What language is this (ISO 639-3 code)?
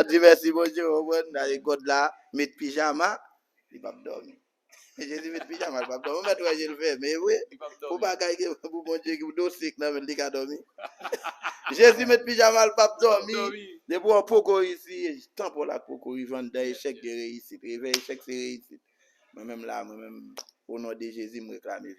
hat